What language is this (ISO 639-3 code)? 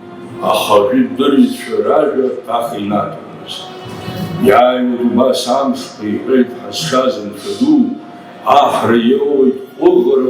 abk